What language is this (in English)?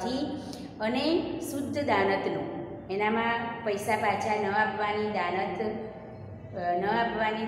Gujarati